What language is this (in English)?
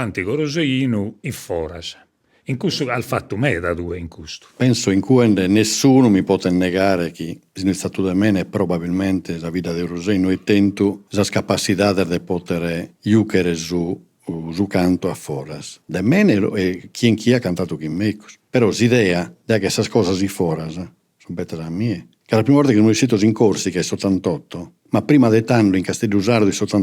Sardinian